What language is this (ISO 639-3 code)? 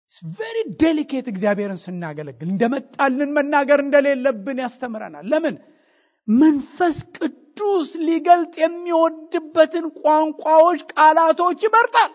amh